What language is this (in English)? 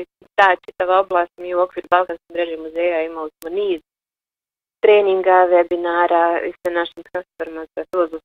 Bosnian